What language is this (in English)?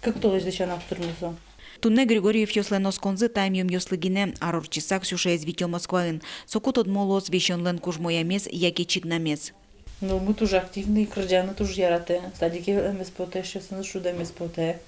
Udmurt